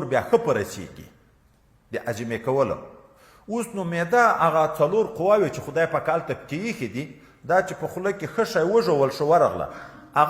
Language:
Pashto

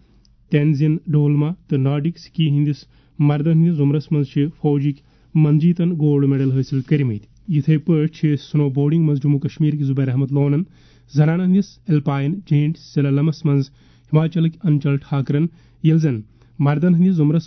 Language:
Kashmiri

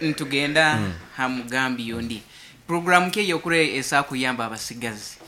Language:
Nyankole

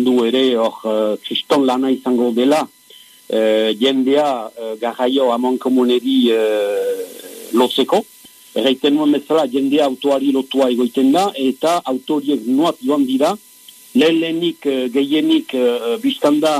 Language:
Basque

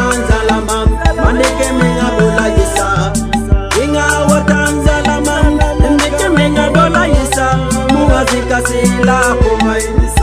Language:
Frafra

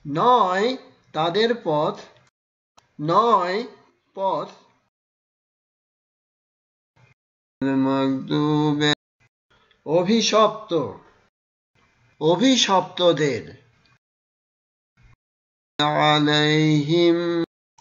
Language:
Bangla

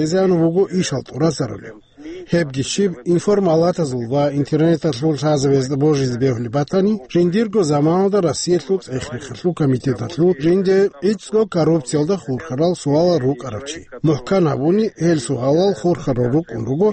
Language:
Avaric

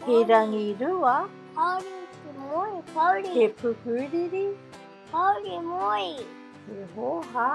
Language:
Māori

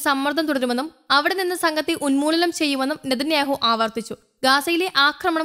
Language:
Malayalam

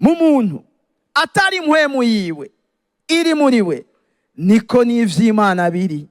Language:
Rundi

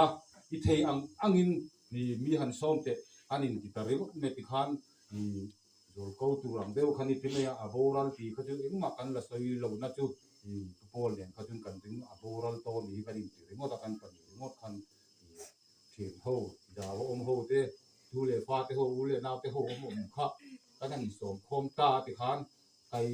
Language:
Mizo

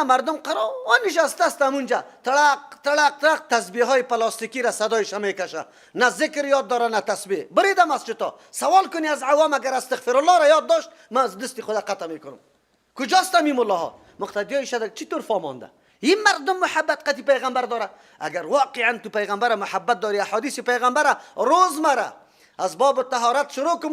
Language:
Persian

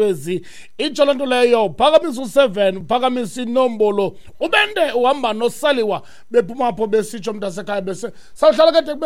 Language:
Xhosa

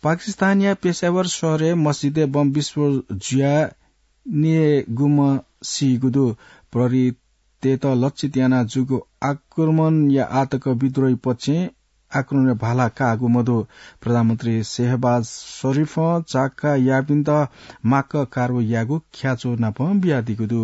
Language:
Newari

